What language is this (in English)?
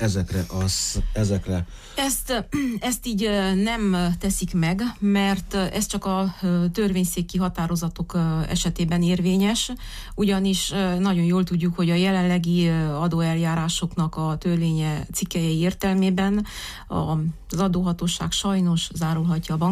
Hungarian